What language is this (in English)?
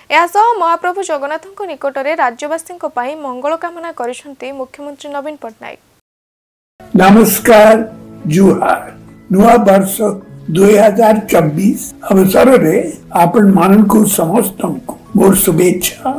Odia